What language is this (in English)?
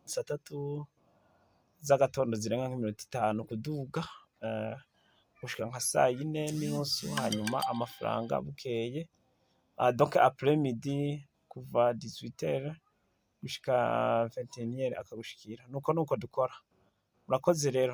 Rundi